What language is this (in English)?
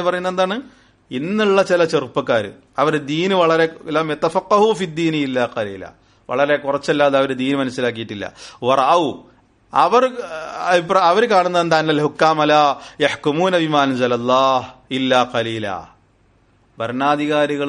Malayalam